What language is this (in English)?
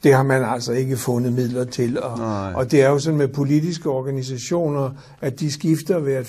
Danish